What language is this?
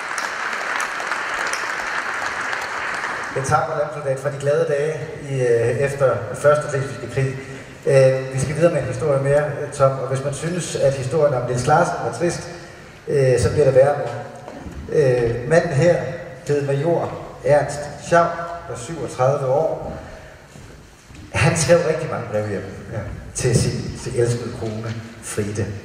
Danish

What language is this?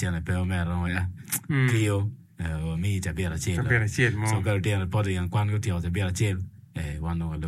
Acoli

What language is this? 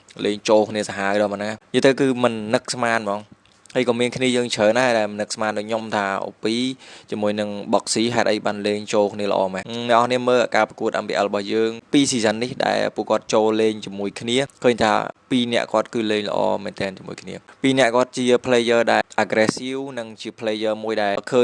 Khmer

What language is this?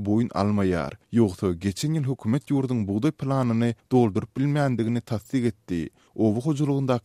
Turkmen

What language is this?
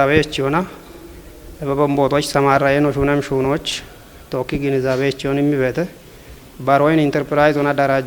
Kafa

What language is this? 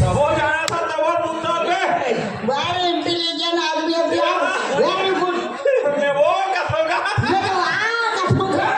Chhattisgarhi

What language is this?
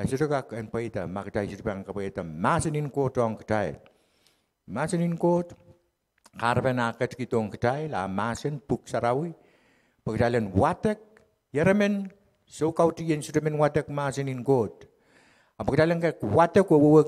Pohnpeian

